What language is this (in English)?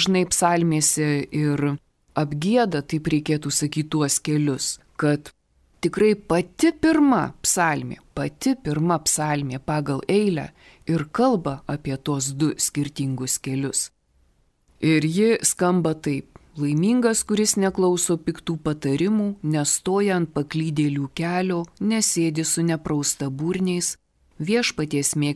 Lithuanian